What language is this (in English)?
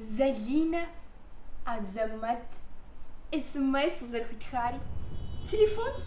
Kabardian